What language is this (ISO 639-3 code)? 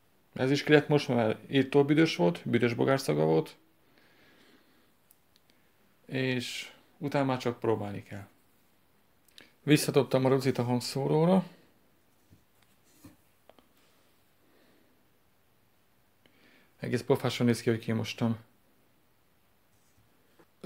hun